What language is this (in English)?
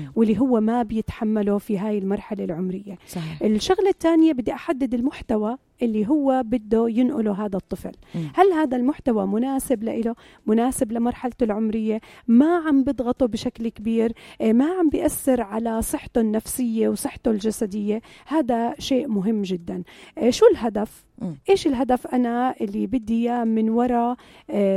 North Levantine Arabic